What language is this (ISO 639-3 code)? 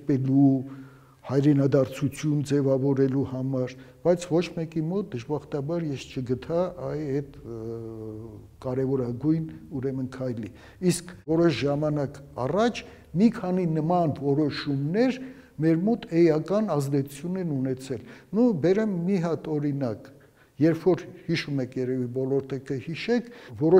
hye